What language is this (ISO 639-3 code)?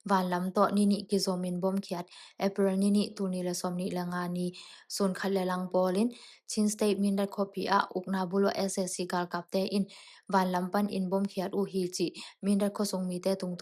ctd